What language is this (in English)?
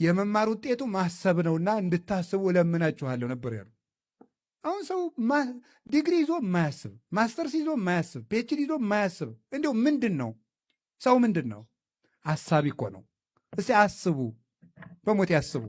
Amharic